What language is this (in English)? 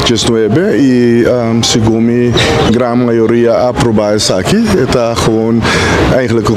Papiamento